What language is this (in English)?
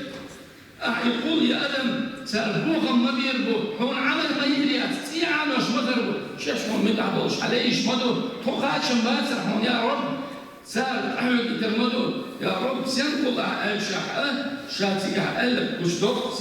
Chechen